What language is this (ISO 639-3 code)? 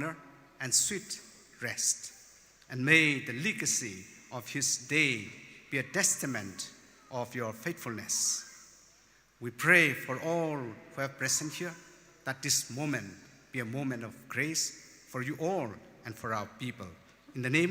nmf